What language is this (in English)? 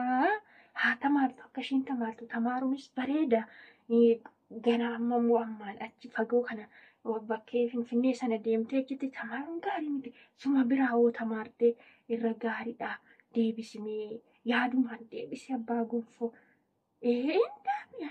Oromo